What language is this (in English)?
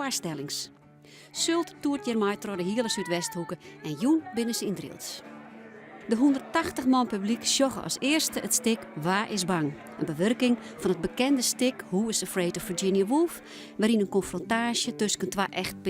Western Frisian